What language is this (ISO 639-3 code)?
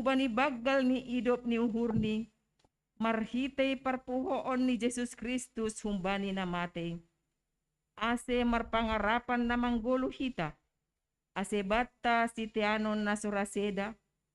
bts